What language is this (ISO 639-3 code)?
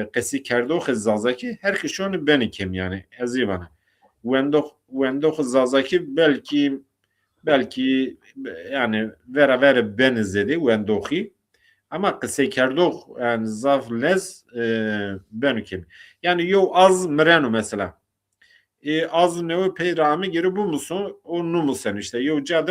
zza